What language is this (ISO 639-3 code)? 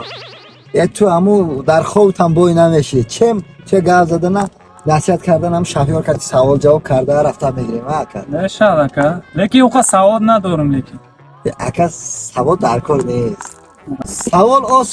tgk